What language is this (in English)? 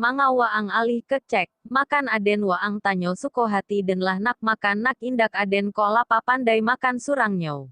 Minangkabau